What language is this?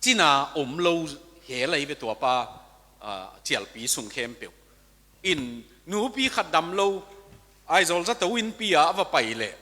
Tedim Chin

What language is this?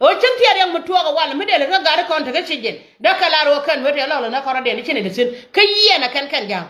Nuer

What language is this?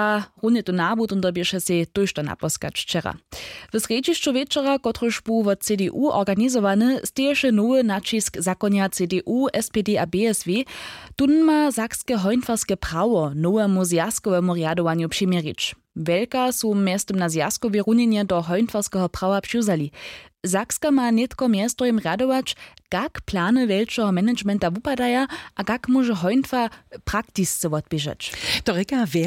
Upper Sorbian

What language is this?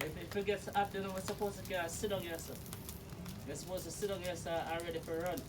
Jamaican Creole English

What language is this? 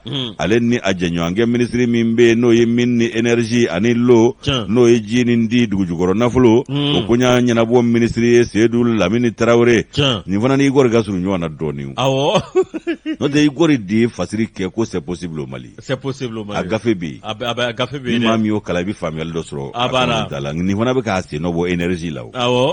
Bambara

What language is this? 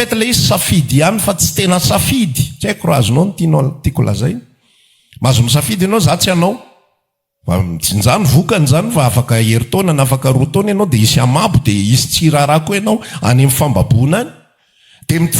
Malagasy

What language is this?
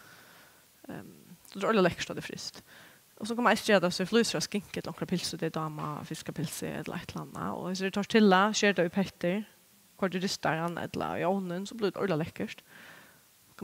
Faroese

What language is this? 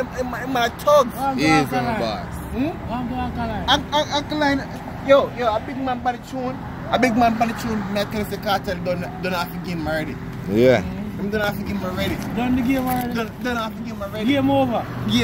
Jamaican Creole English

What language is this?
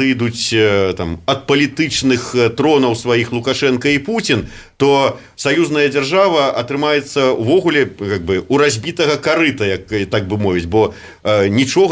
Belarusian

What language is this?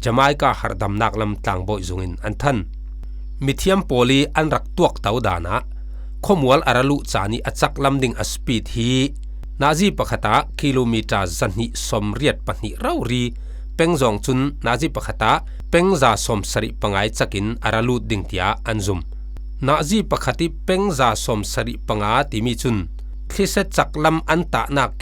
Falam Chin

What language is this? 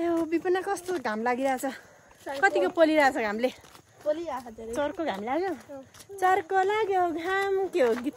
Nepali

